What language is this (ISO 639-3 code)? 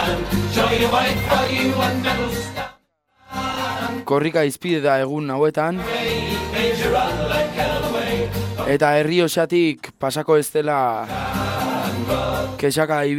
eus